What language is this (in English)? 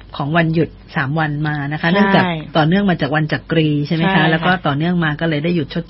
Thai